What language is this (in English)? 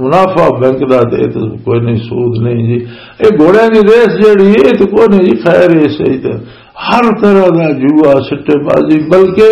Western Panjabi